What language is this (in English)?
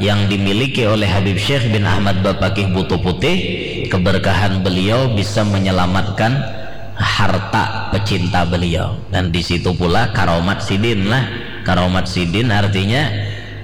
Banjar